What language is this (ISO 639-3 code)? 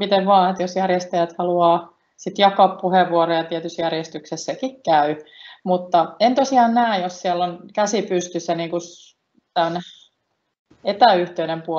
fin